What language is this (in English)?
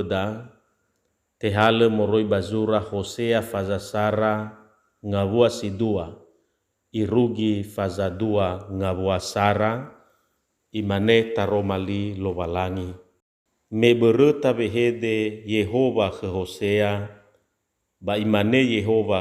Nias